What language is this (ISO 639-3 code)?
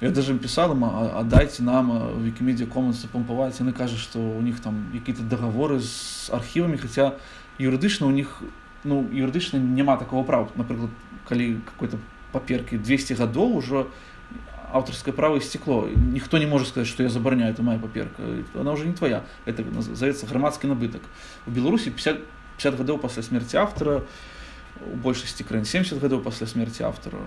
bel